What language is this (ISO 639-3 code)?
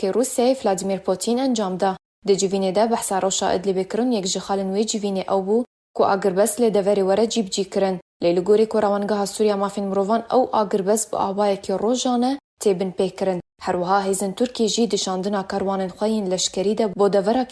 kur